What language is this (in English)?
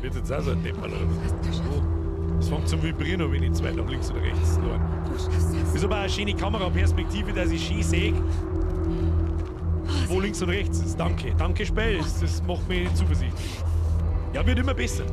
Bavarian